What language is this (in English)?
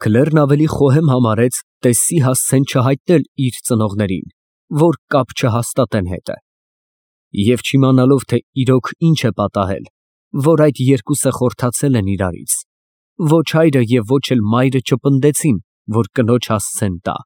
Armenian